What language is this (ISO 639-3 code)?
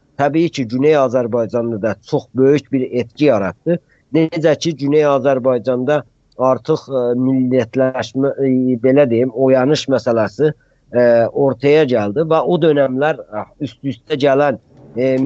azb